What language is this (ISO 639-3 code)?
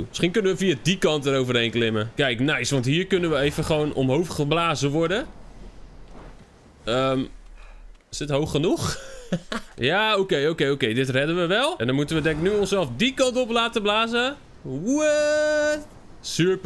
nld